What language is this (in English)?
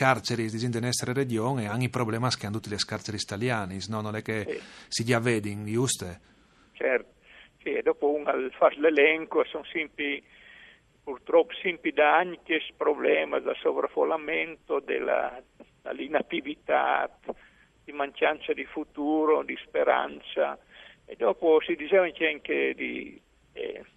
Friulian